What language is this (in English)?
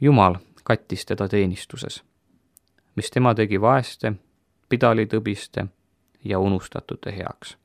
Estonian